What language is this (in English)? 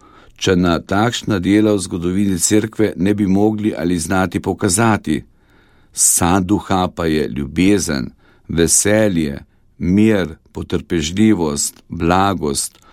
Slovenian